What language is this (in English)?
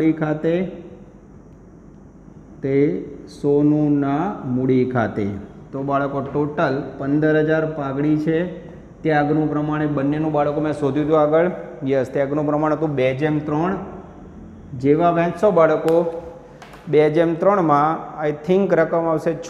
Gujarati